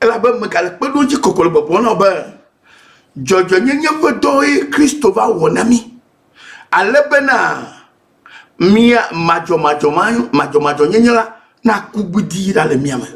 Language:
Ewe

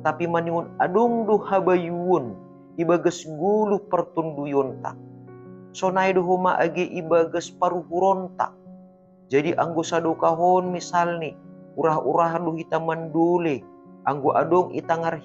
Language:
Batak Simalungun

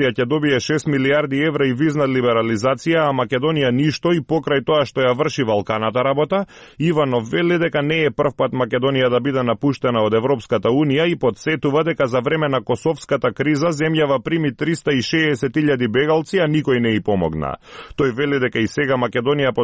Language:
Macedonian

